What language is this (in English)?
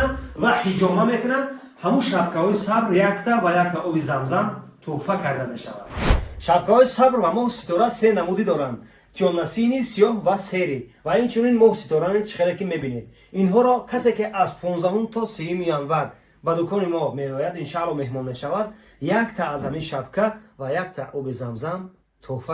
Tajik